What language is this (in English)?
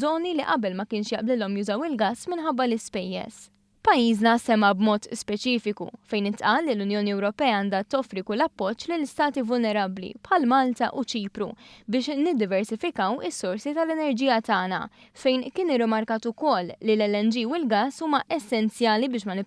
Maltese